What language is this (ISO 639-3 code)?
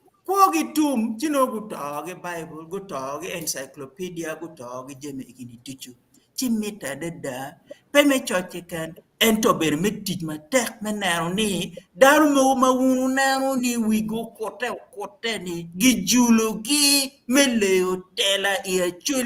ach